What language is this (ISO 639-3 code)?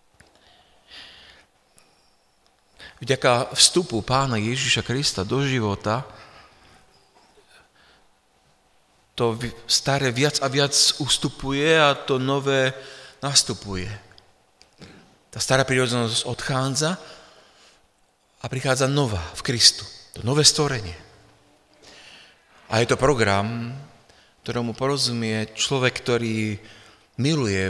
slk